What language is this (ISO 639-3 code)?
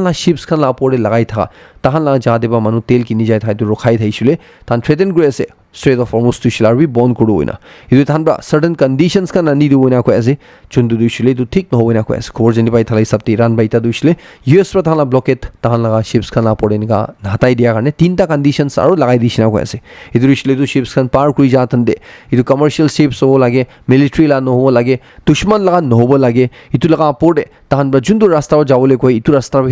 nag